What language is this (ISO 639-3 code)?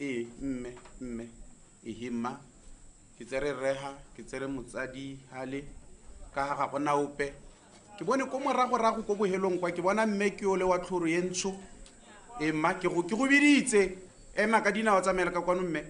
tsn